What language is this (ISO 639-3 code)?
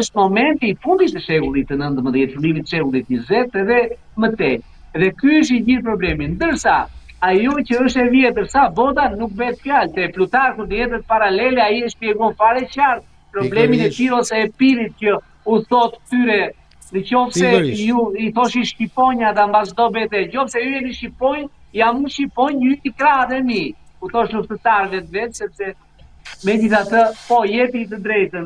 sqi